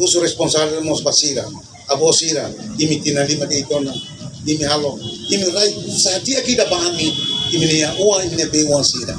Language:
Tetum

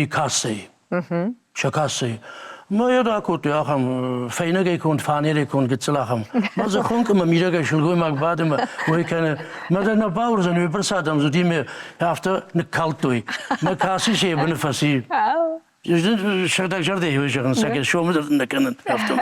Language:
Ossetic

